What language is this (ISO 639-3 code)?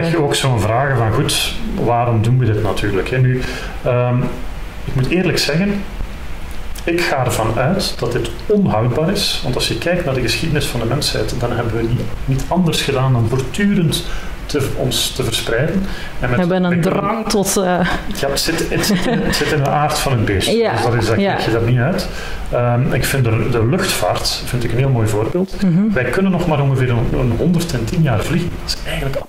nld